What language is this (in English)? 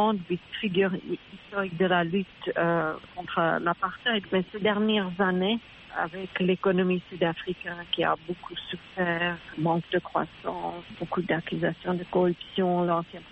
French